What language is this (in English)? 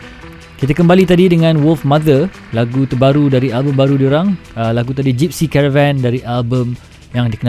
Malay